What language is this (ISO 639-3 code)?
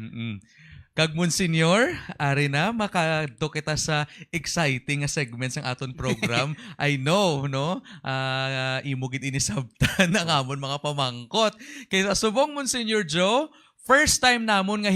hil